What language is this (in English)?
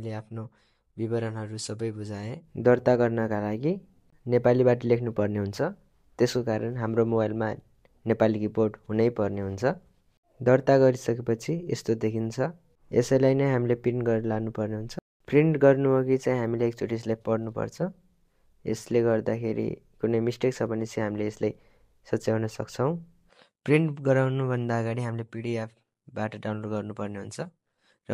Nepali